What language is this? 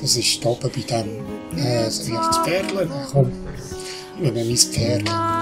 Swiss German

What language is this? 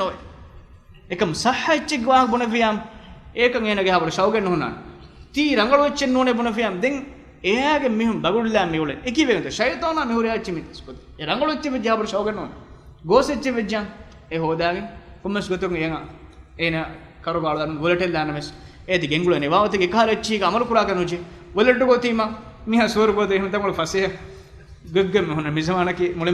Divehi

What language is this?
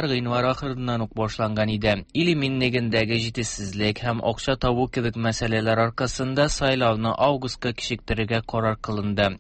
Tatar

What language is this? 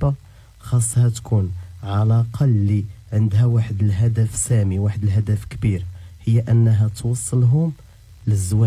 Moroccan Arabic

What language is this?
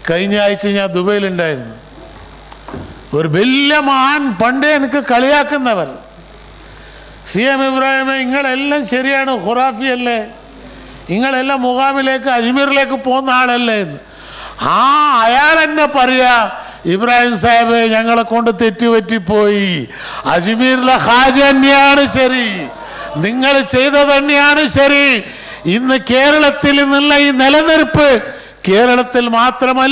Malayalam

